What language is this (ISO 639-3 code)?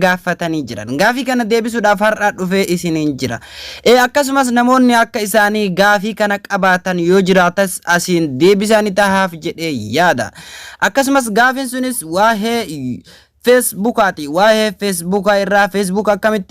orm